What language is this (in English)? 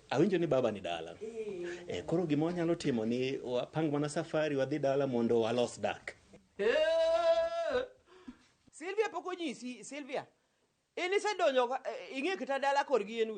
Luo (Kenya and Tanzania)